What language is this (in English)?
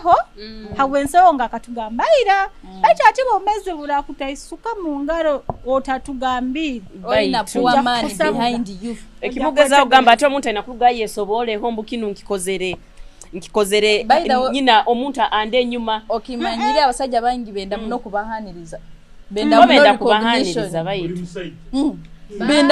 Nyoro